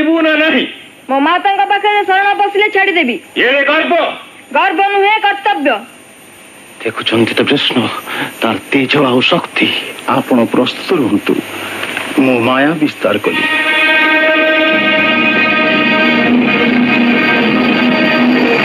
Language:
Odia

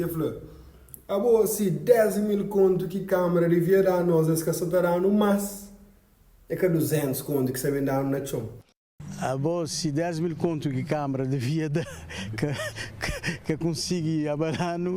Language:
Kabuverdianu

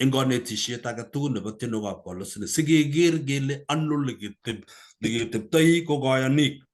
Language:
Kalenjin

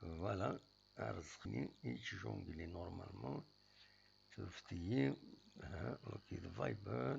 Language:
Kabyle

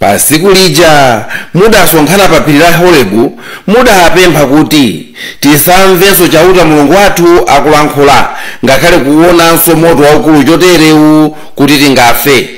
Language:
Nyanja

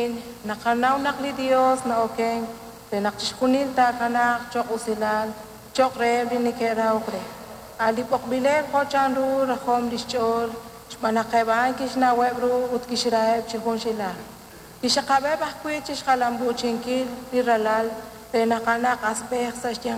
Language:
Kekchí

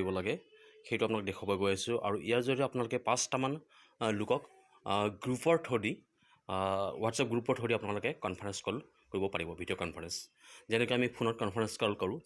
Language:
Assamese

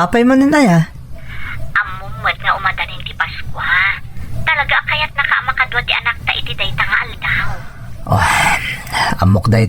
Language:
Iloko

